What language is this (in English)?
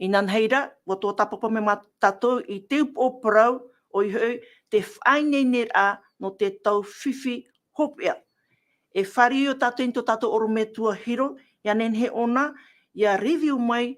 Tahitian